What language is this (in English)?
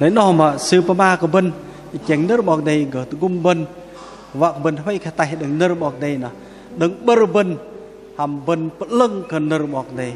Bahnar